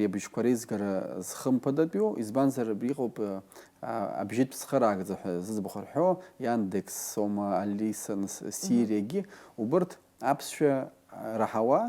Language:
Abkhazian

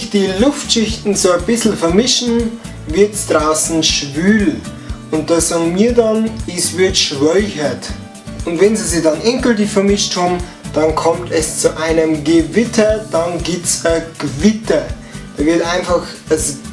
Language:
Bavarian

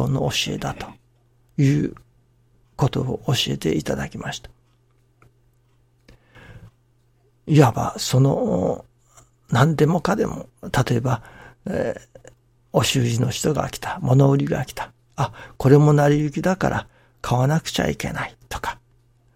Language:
Japanese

